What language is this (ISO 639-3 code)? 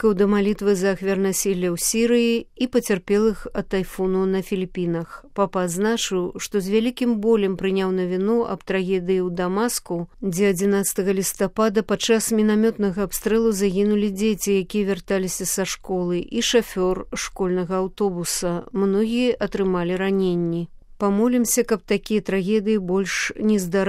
bel